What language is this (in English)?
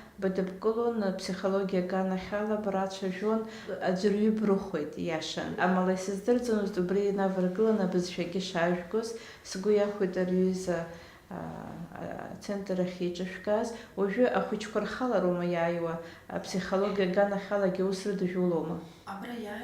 Abkhazian